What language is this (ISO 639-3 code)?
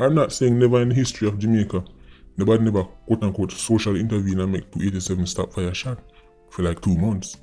jam